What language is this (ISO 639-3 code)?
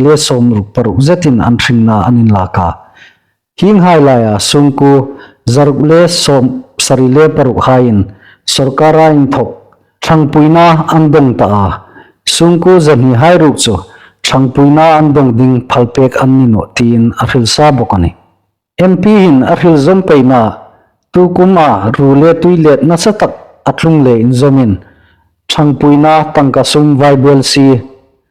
hmr